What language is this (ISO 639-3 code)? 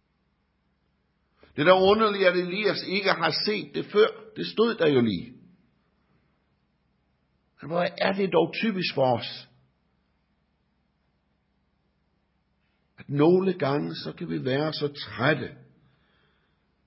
dan